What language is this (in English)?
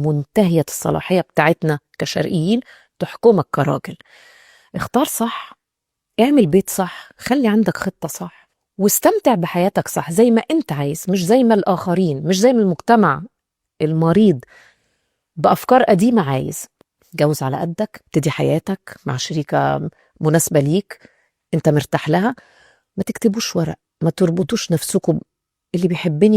Egyptian Arabic